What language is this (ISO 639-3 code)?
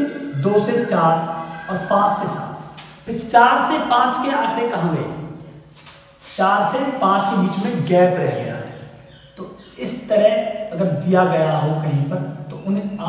hin